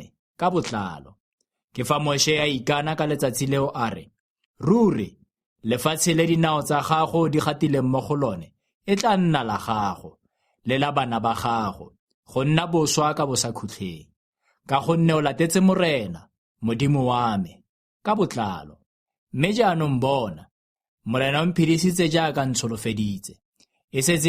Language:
Tswana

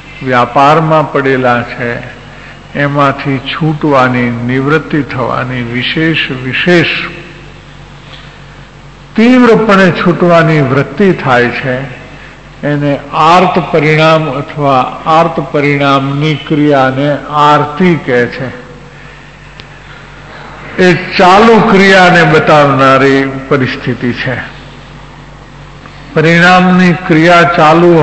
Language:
Gujarati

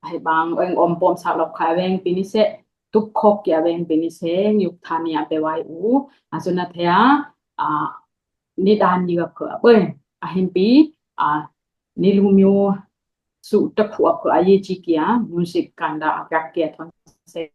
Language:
Dimasa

